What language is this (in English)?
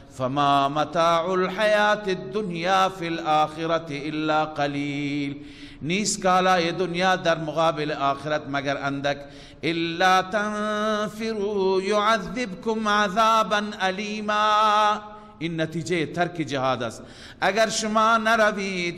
Persian